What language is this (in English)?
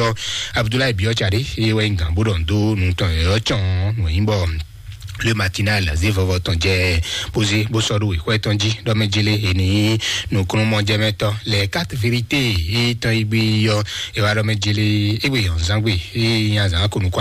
Fon